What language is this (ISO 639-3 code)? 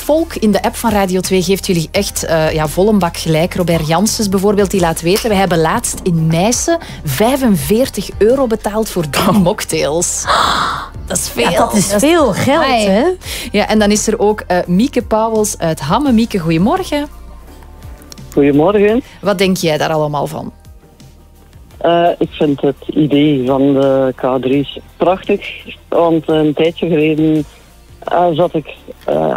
nld